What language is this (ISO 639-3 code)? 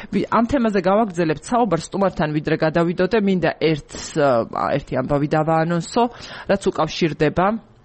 kat